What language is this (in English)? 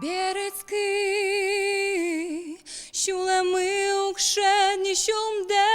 Udmurt